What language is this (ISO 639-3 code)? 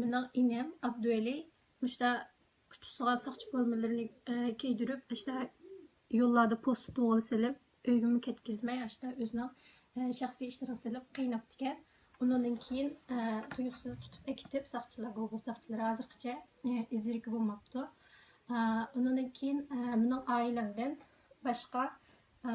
uig